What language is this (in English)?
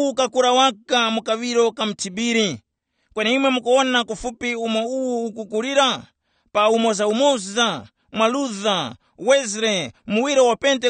Tumbuka